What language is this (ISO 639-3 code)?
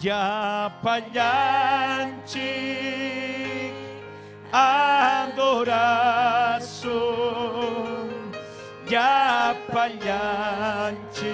quy